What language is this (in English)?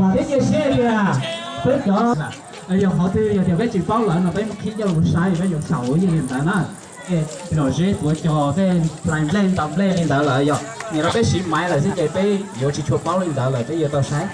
Hmong